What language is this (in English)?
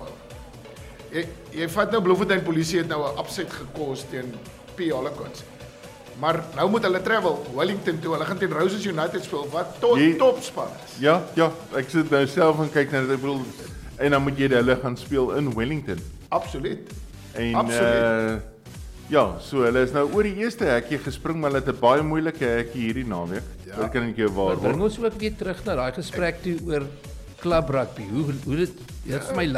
Afrikaans